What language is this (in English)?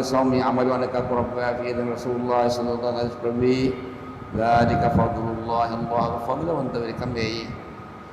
Divehi